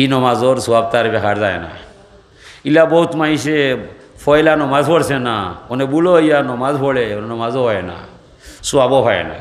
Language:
Sylheti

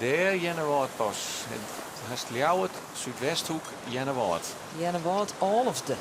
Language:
Western Frisian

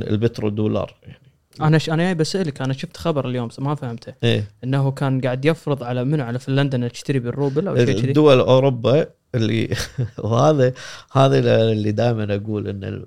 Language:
Gulf Arabic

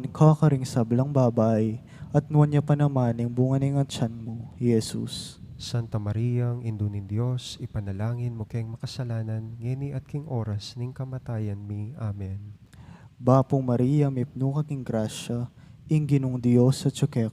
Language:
Pampanga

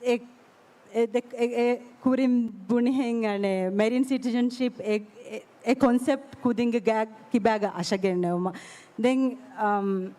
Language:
Divehi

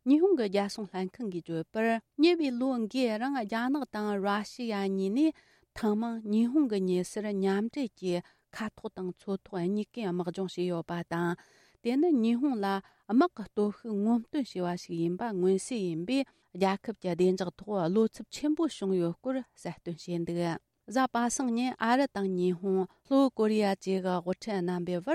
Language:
Tibetan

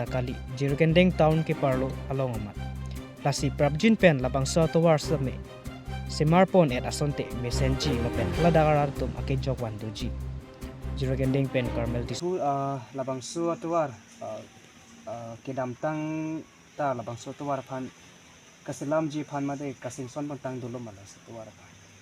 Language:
Karbi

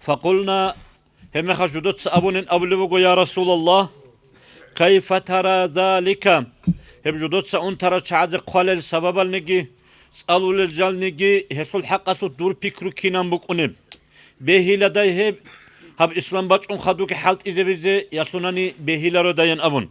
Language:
Avaric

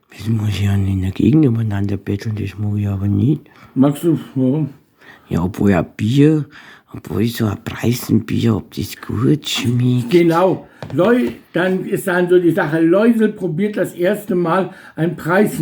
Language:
Bavarian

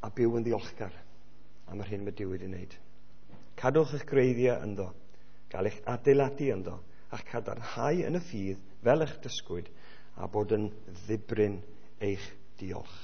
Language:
Welsh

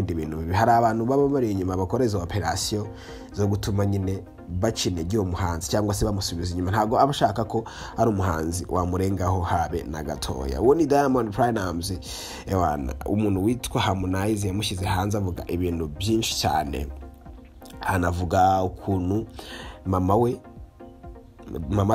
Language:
Kinyarwanda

